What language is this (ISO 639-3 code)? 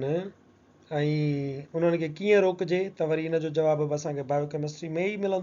snd